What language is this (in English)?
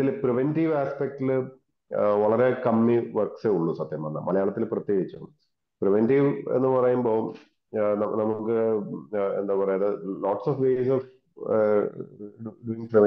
Malayalam